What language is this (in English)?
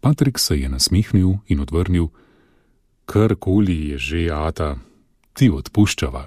Slovenian